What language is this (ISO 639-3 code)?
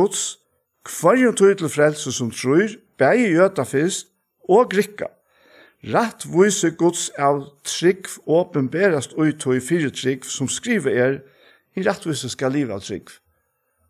fao